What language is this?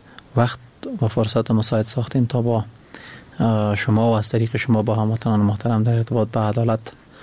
Persian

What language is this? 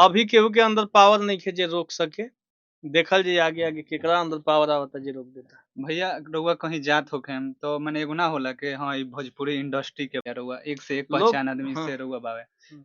Bhojpuri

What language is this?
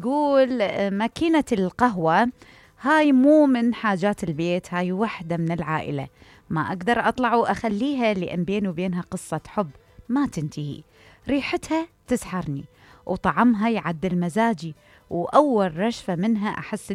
Mesopotamian Arabic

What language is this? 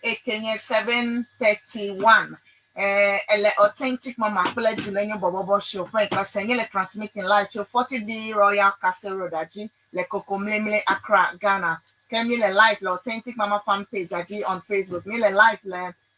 Ewe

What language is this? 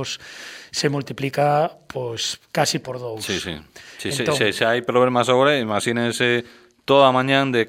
Galician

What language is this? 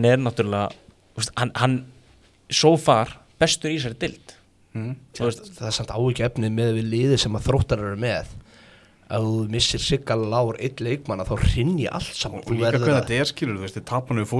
Icelandic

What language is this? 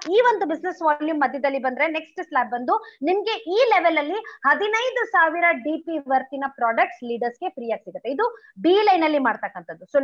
Kannada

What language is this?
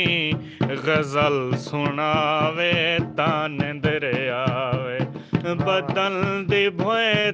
Saraiki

